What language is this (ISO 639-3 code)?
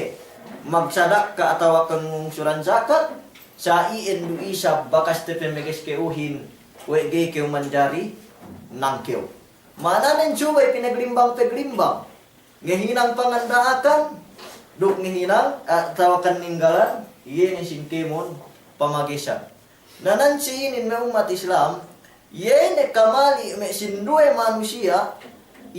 yka